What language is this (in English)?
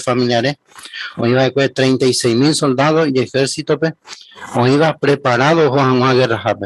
Guarani